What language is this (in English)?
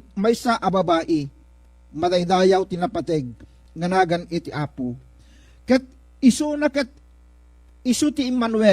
Iloko